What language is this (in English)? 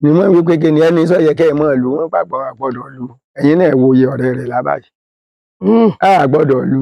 Yoruba